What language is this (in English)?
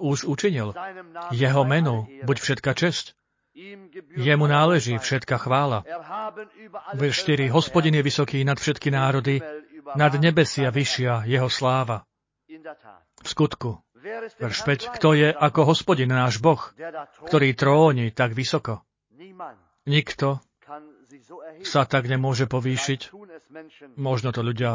Slovak